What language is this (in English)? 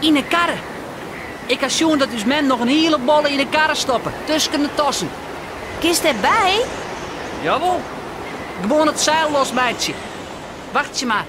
Western Frisian